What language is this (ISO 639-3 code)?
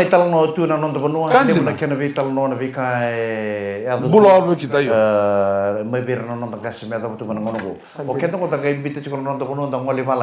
fij